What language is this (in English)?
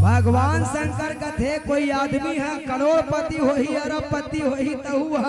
Chhattisgarhi